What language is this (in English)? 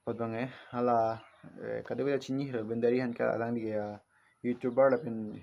Karbi